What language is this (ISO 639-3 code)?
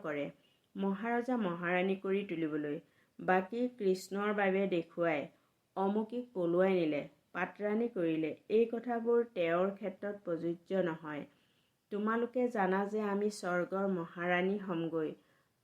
asm